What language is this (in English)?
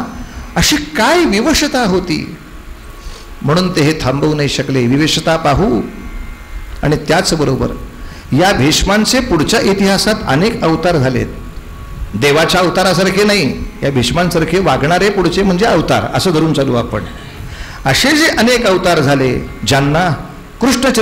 Marathi